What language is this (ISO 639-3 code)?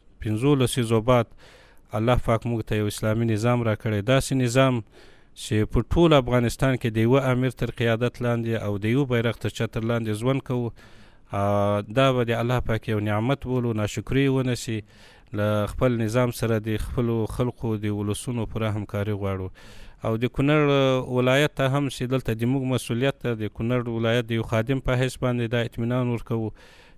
pus